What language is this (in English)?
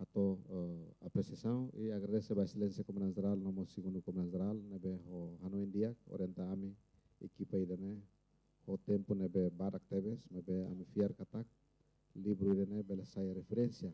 Tetum